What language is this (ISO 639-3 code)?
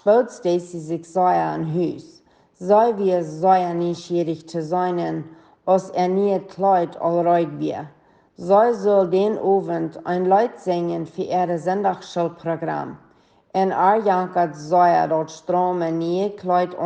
pdt